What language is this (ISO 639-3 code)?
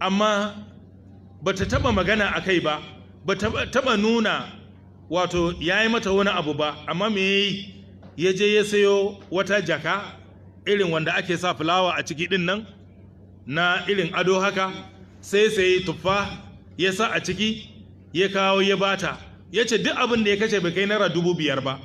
hau